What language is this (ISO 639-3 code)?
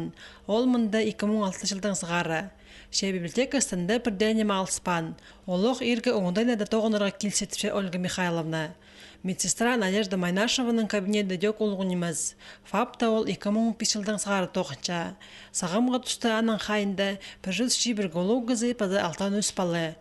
kjh